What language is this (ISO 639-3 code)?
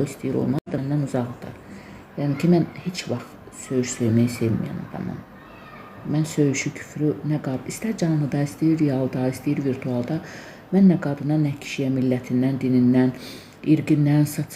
aze